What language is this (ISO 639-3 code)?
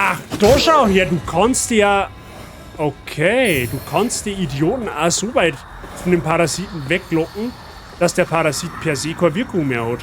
bar